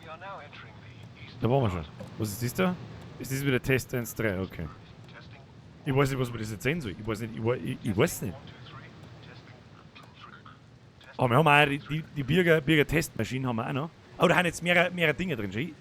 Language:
Bavarian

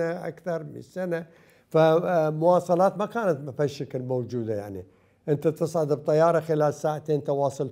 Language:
Mesopotamian Arabic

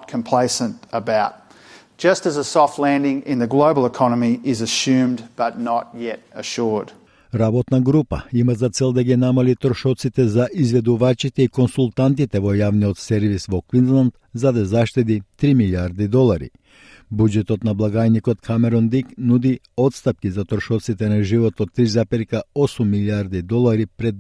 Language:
Macedonian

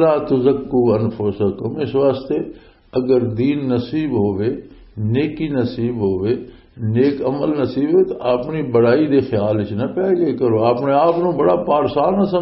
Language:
Western Panjabi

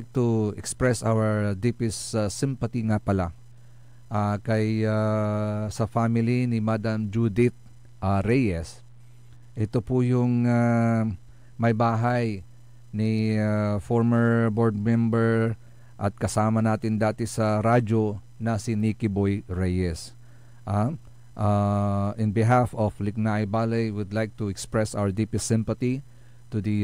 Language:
Pangasinan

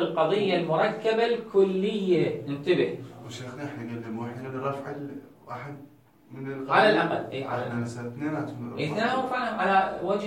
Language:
Mesopotamian Arabic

